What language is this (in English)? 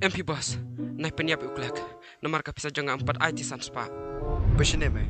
Khasi